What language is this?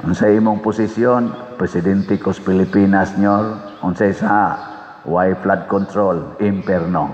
Cebuano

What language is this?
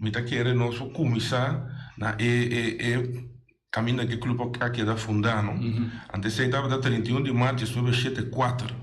Papiamento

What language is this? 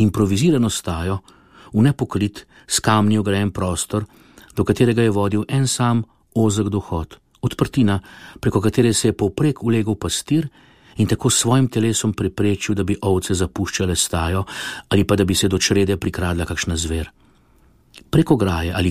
Slovenian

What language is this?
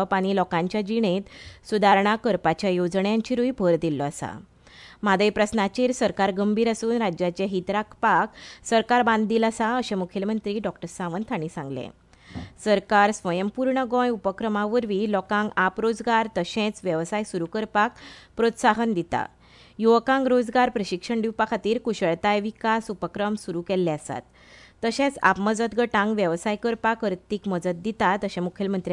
Konkani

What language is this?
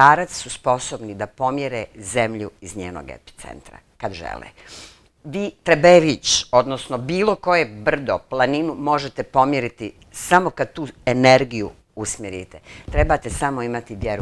Bosnian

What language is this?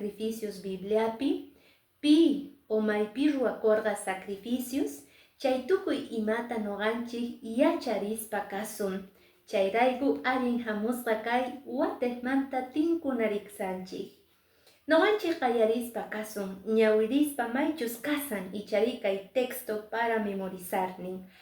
Quechua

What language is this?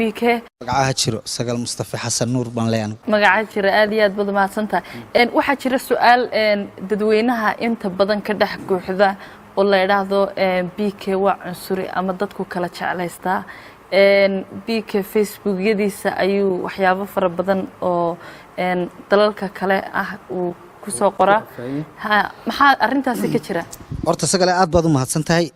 Somali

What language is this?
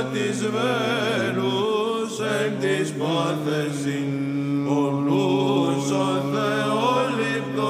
Greek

